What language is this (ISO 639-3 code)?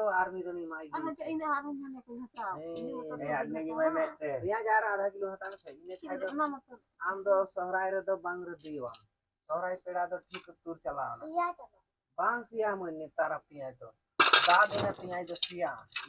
sat